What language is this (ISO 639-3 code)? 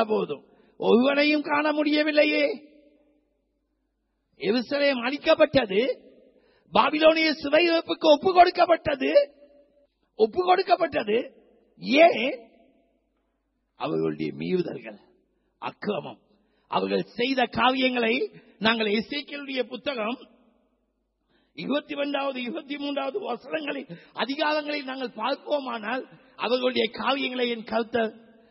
tam